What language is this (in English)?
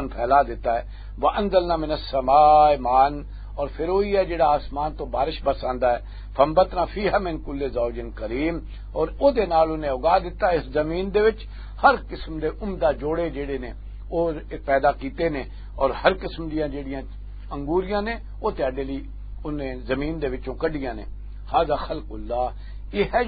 Western Panjabi